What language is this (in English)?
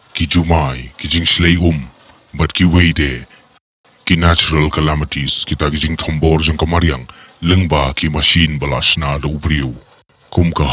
Khasi